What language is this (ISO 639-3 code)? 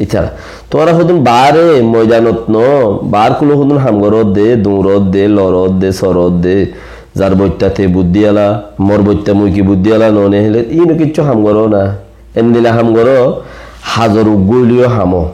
rhg